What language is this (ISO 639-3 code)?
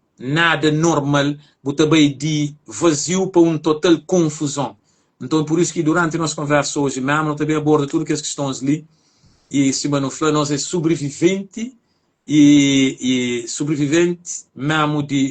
kea